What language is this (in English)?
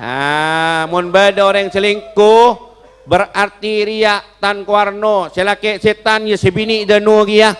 Madurese